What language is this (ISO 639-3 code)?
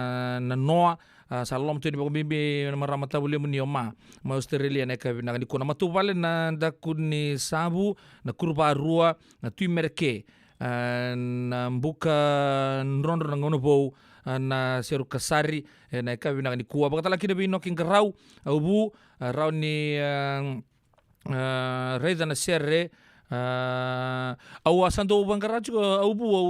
fij